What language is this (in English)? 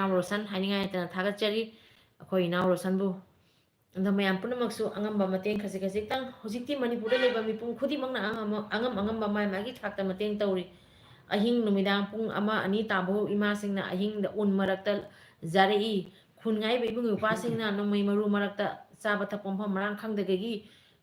Manipuri